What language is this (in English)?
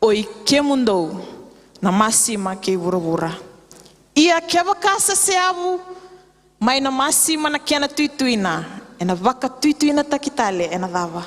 Fijian